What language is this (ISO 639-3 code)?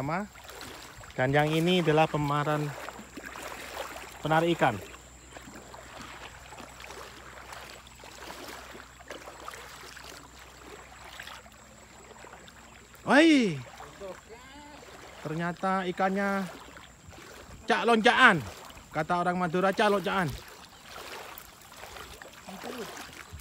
ind